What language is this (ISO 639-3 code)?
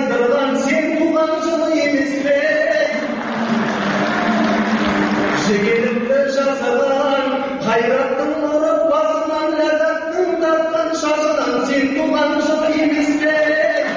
kaz